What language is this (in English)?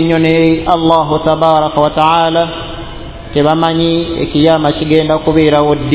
Ganda